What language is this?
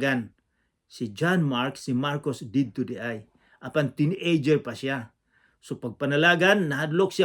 Cebuano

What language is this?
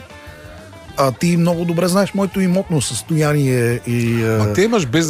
Bulgarian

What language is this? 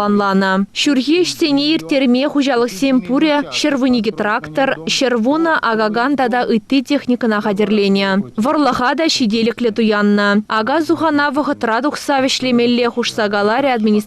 Chuvash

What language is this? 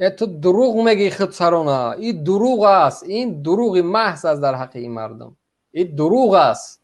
Tajik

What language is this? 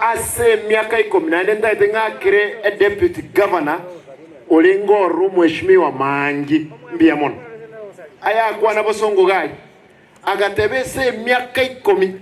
Gusii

